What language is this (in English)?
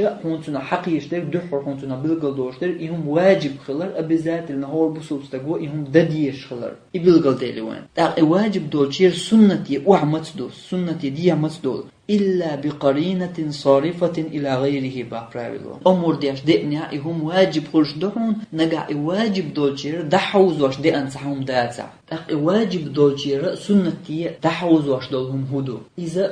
Chechen